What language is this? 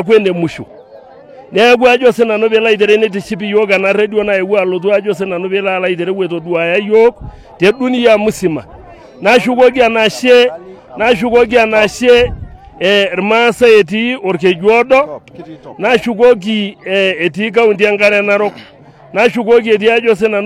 Masai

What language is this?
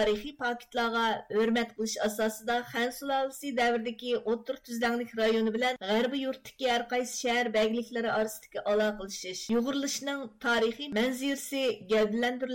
Uyghur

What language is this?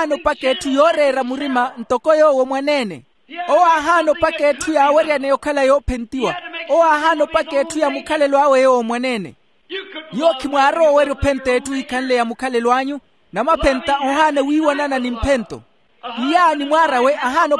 Makhuwa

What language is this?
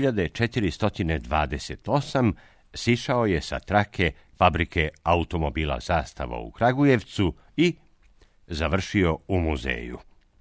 Serbian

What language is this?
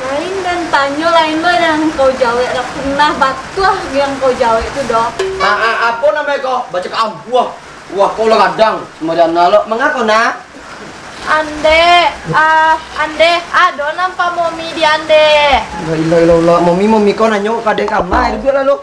Minangkabau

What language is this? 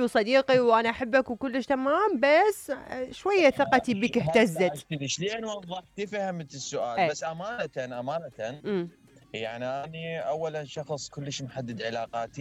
Mesopotamian Arabic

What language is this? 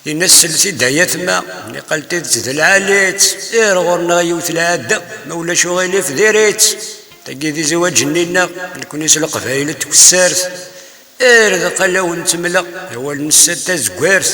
Kabyle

